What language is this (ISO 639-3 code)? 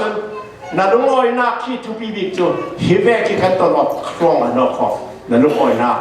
cfm